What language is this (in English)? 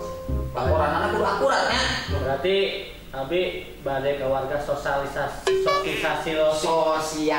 Sundanese